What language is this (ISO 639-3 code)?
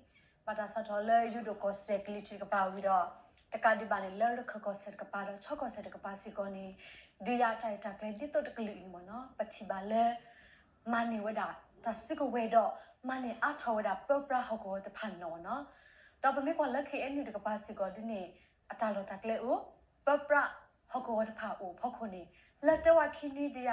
ksw